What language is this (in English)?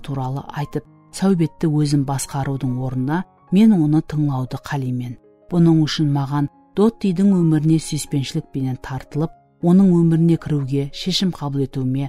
Kara-Kalpak